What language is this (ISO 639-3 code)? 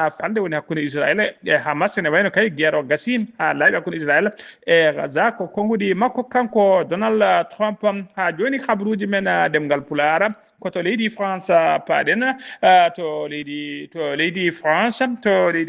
ful